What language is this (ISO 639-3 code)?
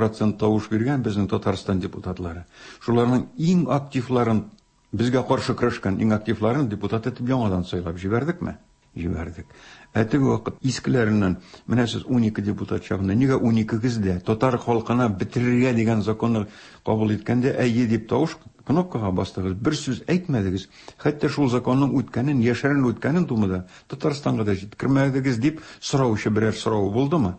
tat